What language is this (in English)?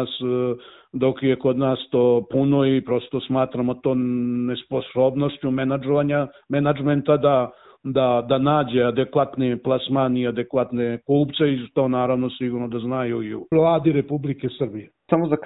Serbian